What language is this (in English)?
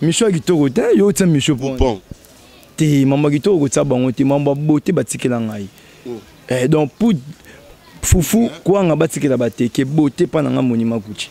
Lingala